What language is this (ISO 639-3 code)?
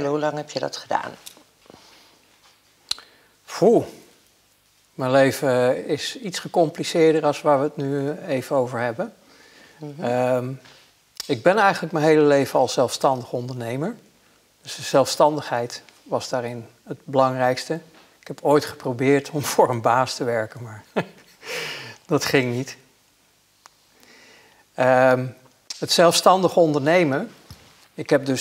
nld